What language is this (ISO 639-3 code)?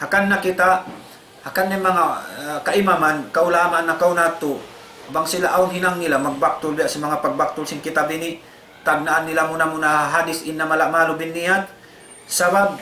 tsg